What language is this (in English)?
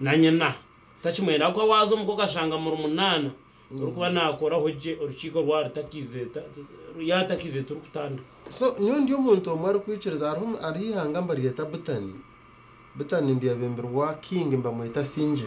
Nyankole